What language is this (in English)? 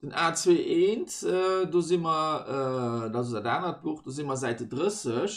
Luxembourgish